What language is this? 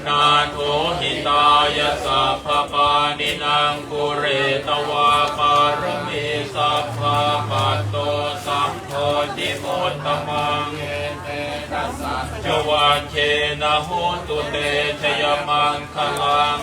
Pali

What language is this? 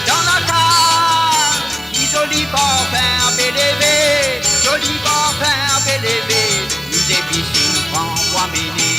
Morisyen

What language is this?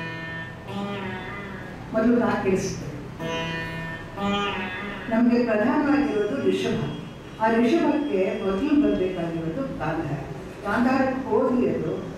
Kannada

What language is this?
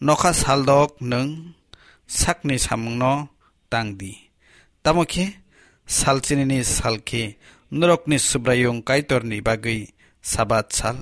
Kok Borok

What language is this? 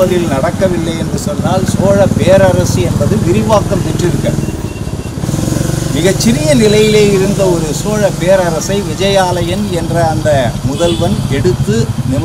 Tamil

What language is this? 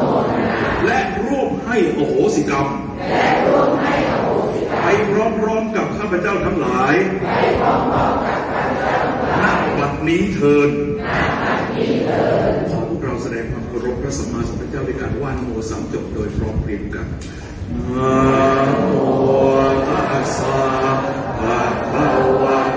Thai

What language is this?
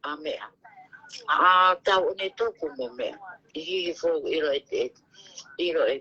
Tongan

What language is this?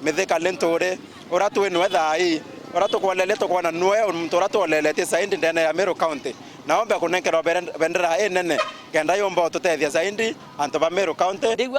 Meru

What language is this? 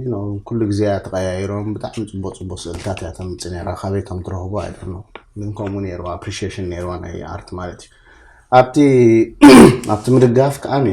Tigrinya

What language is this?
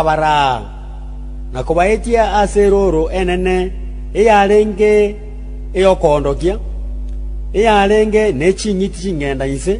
Gusii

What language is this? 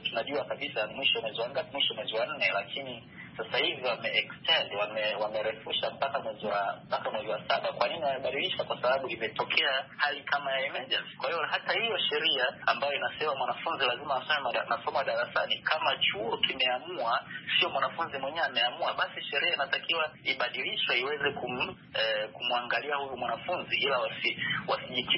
Swahili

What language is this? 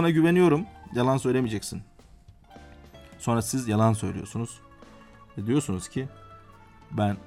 Turkish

